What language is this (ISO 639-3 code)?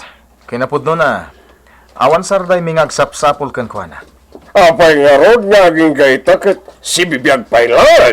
ilo